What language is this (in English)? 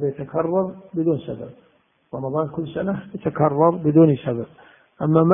Arabic